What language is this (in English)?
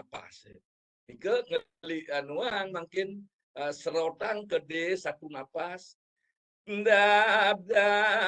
Balinese